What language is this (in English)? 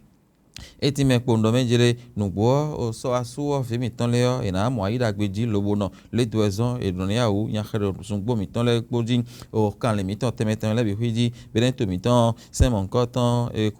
Fon